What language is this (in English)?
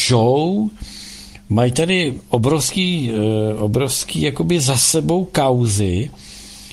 Czech